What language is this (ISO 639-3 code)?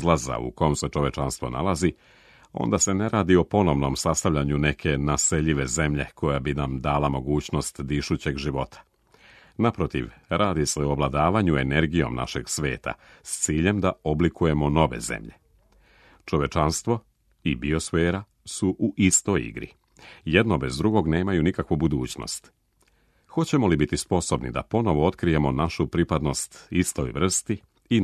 srp